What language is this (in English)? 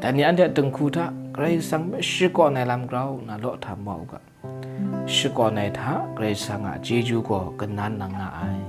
Kachin